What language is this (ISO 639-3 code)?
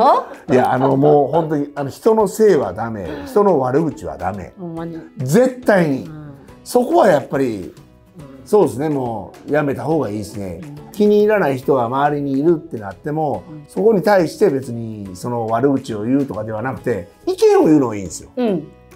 jpn